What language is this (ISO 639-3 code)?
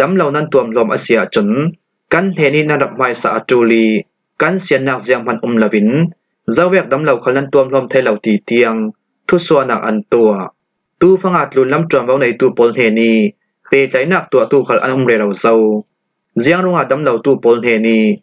cfm